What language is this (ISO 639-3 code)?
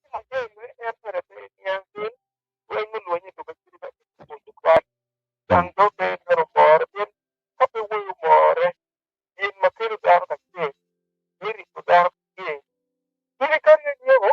ach